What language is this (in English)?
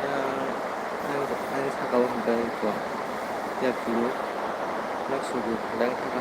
Kok Borok